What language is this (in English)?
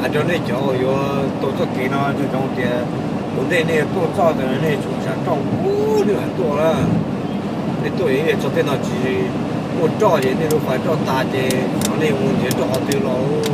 Hmong